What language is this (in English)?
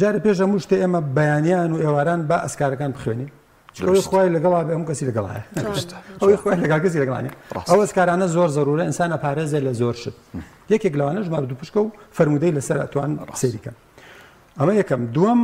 Central Kurdish